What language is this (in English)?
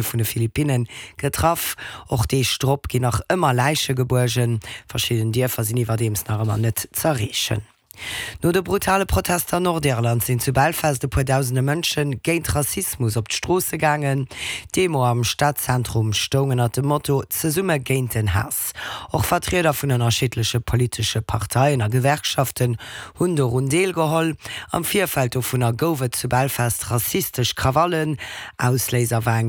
Luxembourgish